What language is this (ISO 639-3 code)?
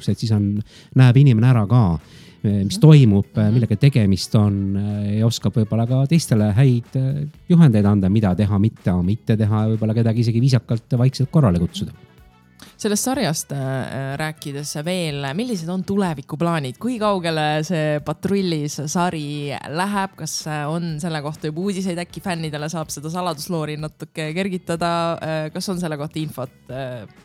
est